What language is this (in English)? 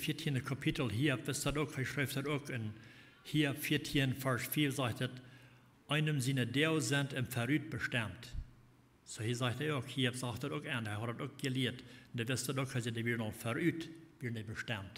Plautdietsch